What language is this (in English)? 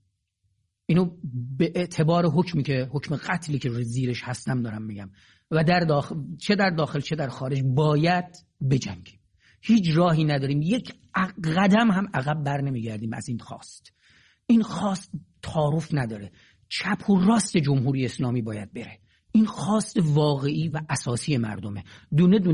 Persian